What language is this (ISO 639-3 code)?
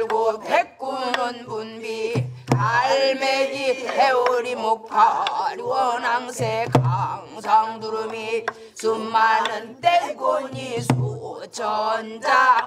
kor